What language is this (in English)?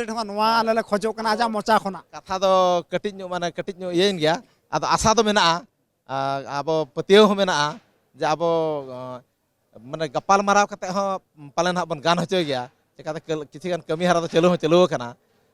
Santali